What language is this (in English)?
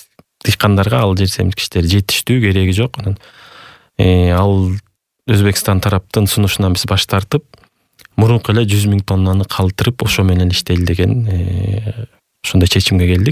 Kyrgyz